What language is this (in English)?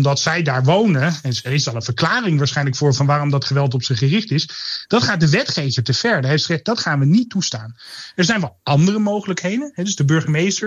Dutch